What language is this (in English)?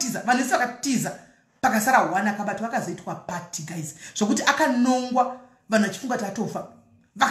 Shona